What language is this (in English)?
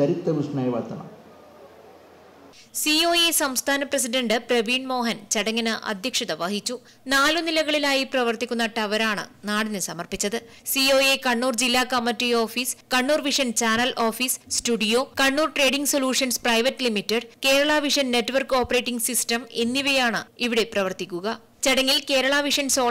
Malayalam